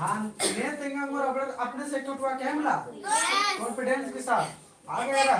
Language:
Kurukh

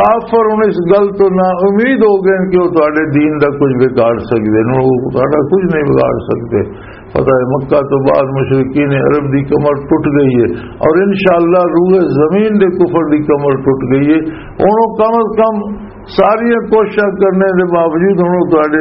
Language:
Western Panjabi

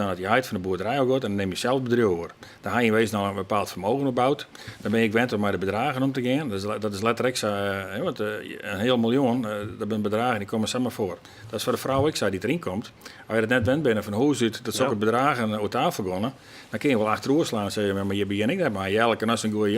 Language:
Western Frisian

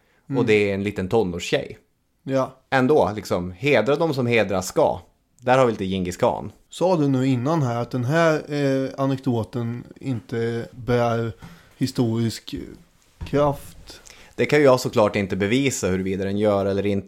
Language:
Swedish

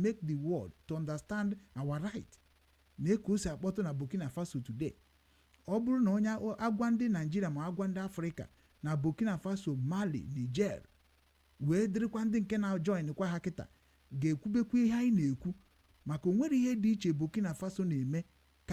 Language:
Igbo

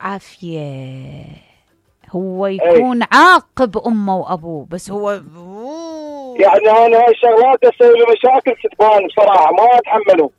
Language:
Mesopotamian Arabic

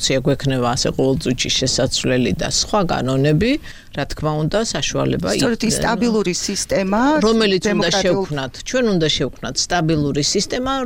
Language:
Georgian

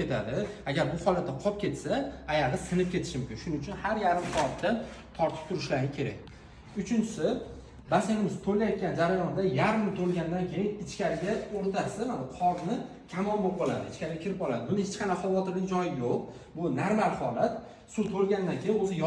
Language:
Uzbek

